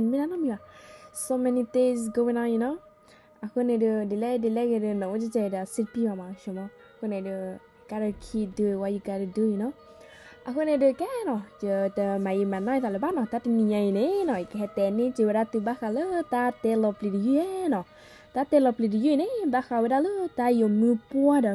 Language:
S'gaw Karen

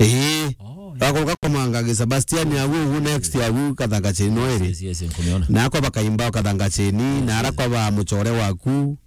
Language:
Meru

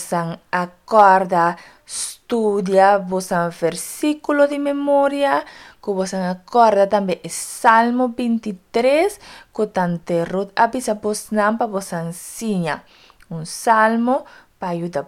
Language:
Papiamento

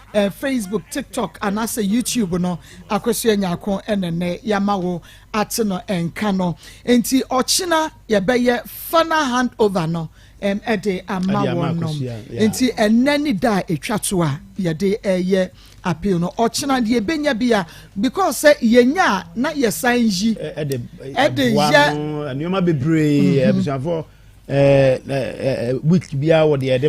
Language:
Akan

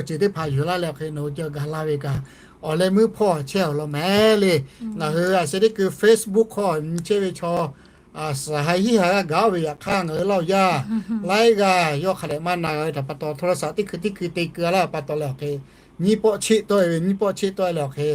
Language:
Lahu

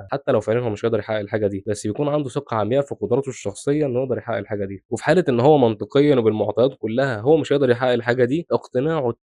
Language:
Egyptian Arabic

